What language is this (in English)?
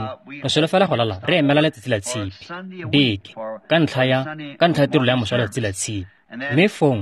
Tswana